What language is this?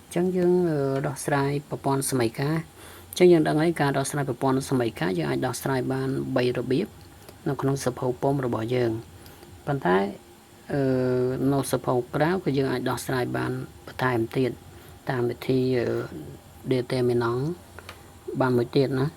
Khmer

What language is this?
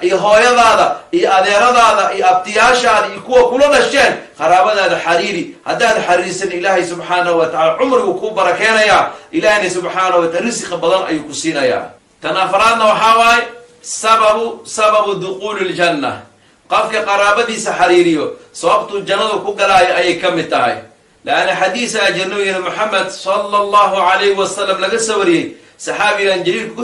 Somali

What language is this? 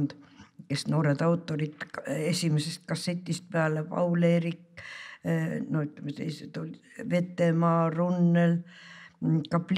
Estonian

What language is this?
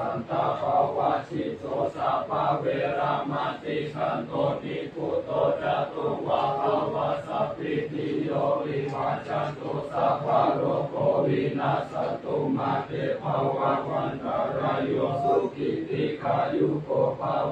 Pali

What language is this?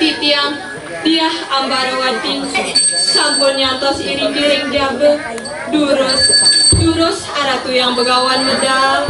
Balinese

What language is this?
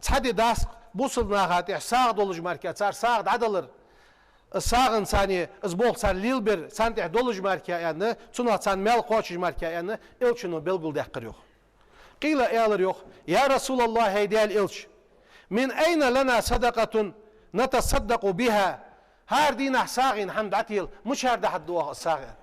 Ingush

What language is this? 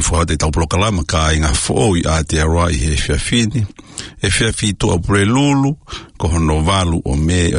Tongan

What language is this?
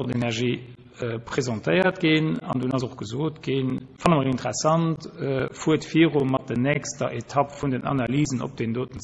Luxembourgish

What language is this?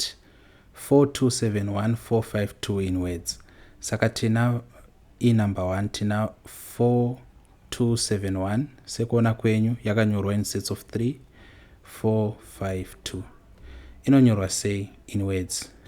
Shona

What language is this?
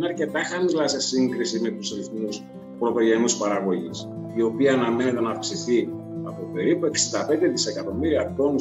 Greek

